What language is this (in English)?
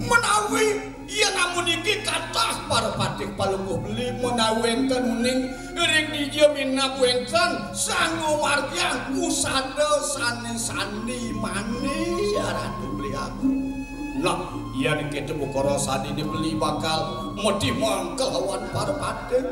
Balinese